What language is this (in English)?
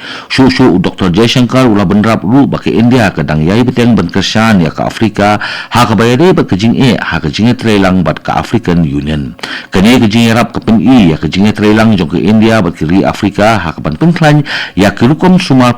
Khasi